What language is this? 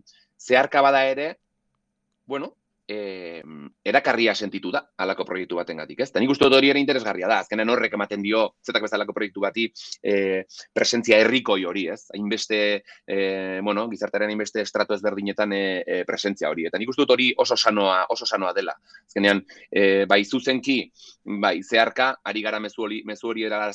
Basque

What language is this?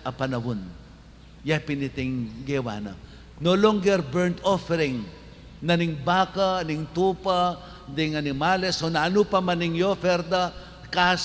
Pampanga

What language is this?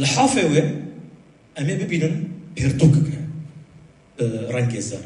Kurdish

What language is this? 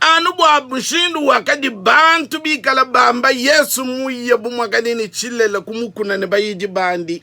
Luba-Lulua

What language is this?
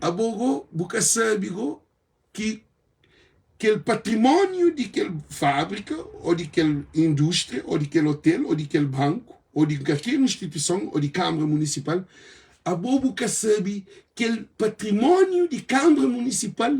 Kabuverdianu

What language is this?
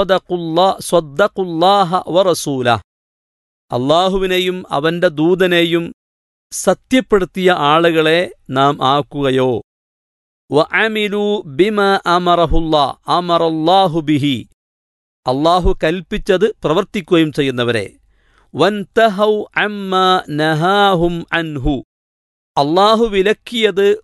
Malayalam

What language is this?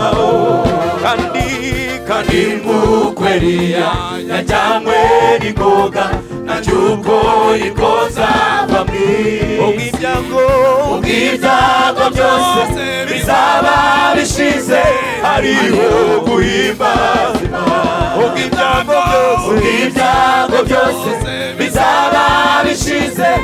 Kinyarwanda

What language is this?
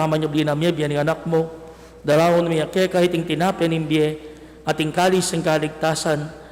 Pampanga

